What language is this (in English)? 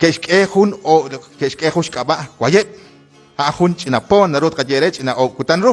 Kekchí